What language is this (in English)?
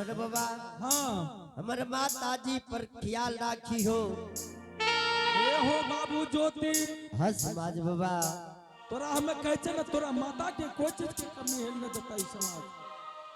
Angika